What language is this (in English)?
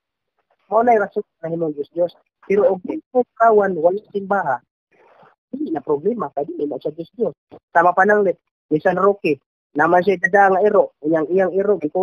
Cebuano